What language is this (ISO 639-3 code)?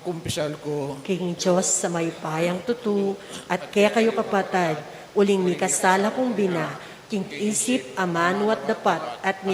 pam